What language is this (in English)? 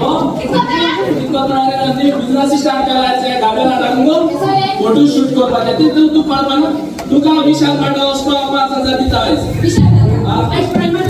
Konkani